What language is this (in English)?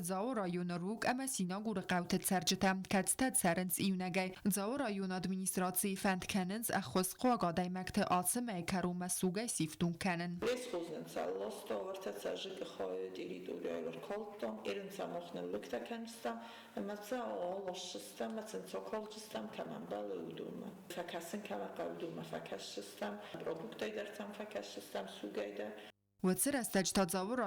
Ossetic